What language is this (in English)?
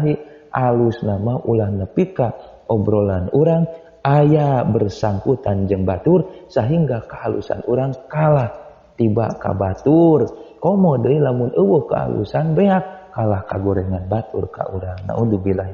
Sundanese